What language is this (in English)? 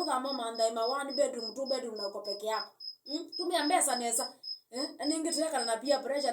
Kamba